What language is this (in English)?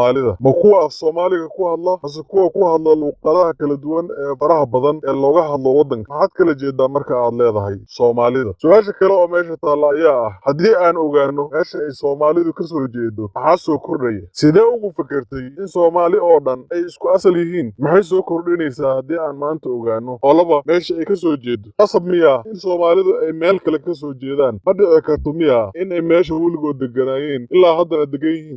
Somali